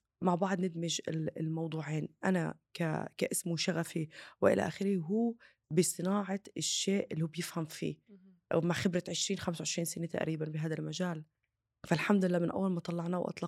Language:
North Levantine Arabic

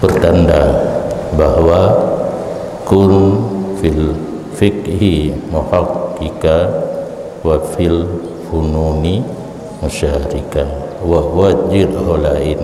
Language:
Achinese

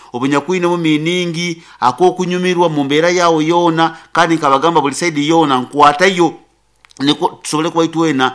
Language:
Nyoro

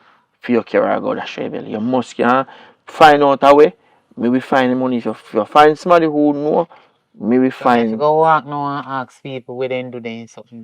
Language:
Jamaican Creole English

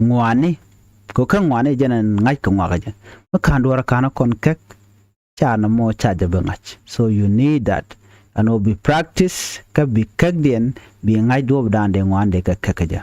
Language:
Nuer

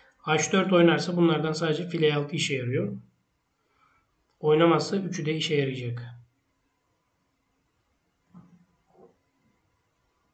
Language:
Turkish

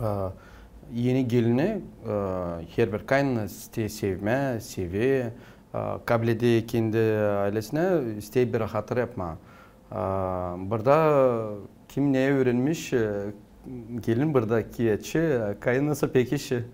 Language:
Gagauz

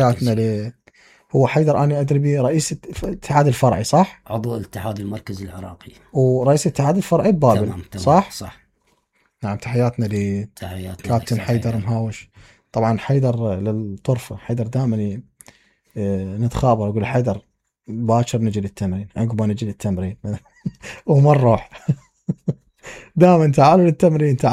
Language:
Mesopotamian Arabic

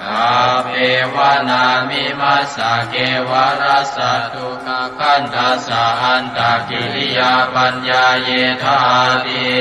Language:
Pali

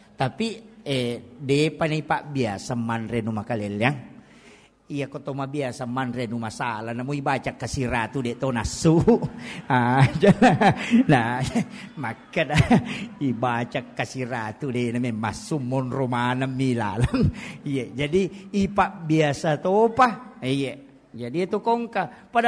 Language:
Buginese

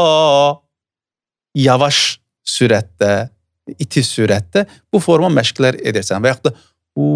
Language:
Azerbaijani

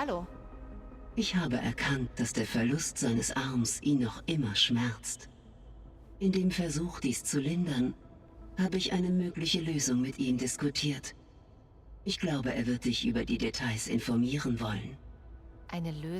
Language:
Bavarian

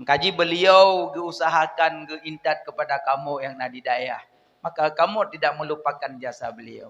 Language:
Achinese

